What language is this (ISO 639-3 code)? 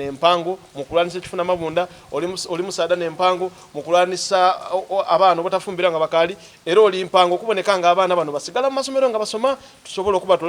xog